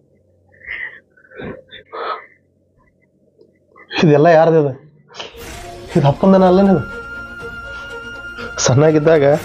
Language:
Kannada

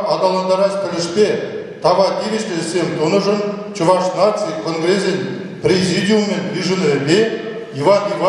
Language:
Chuvash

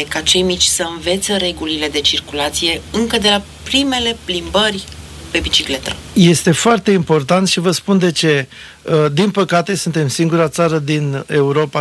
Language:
Romanian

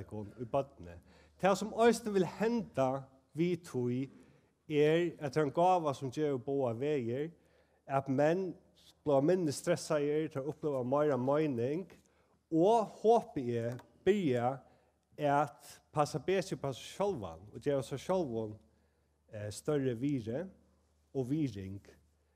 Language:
Faroese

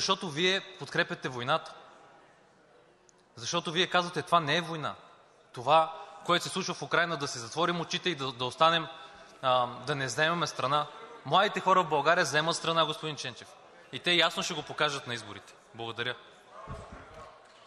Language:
Bulgarian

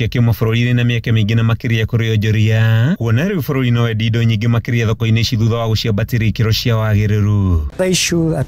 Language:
Kikuyu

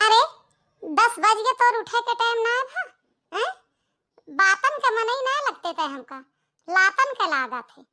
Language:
Awadhi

